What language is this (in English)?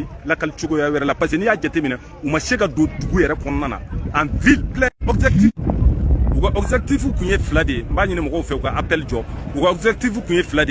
Bambara